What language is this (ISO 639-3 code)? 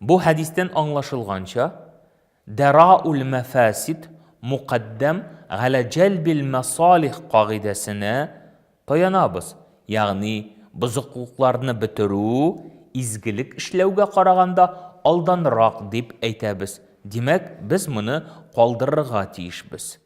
tat